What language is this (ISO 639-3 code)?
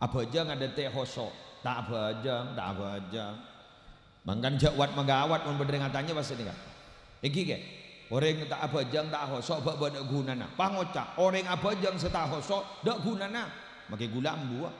mad